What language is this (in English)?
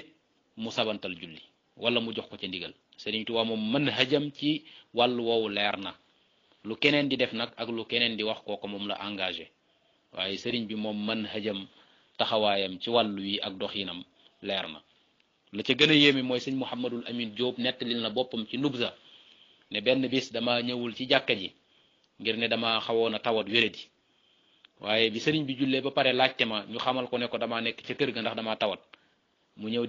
Wolof